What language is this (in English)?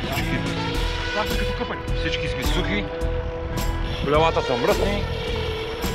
Bulgarian